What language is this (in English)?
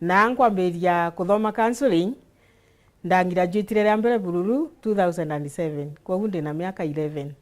Meru